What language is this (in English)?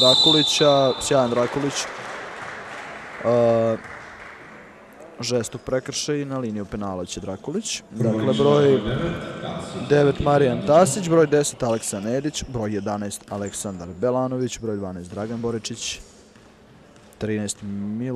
Serbian